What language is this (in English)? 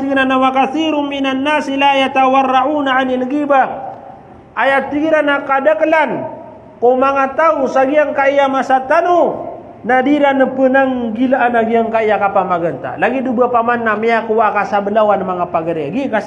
Maranao